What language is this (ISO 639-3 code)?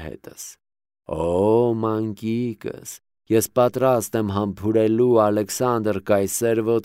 hye